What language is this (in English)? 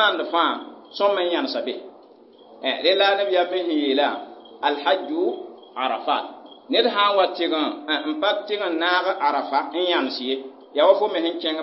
Mossi